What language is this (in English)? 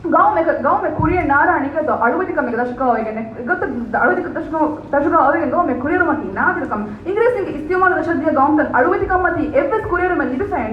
Divehi